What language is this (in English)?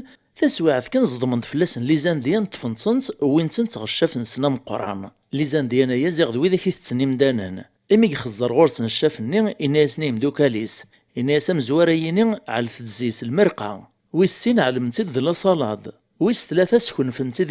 Kabyle